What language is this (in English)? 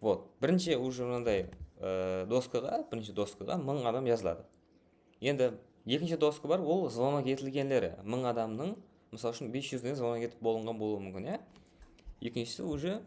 Kara-Kalpak